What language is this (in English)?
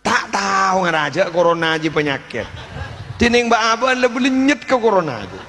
Madurese